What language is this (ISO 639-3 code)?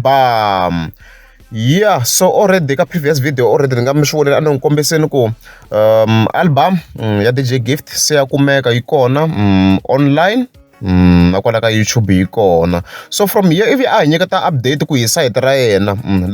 tso